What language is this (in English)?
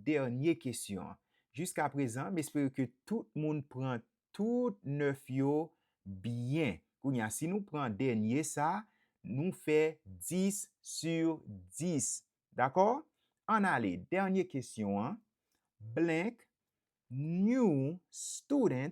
Haitian Creole